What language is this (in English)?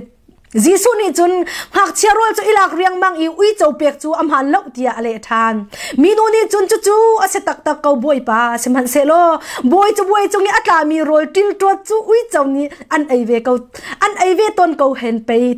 Hakha Chin